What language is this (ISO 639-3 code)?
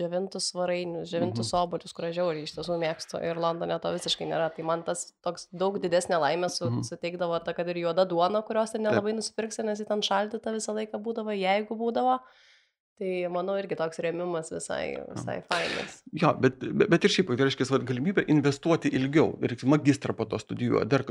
lit